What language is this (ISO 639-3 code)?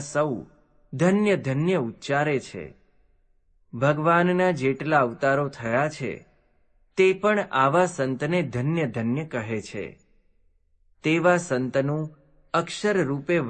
guj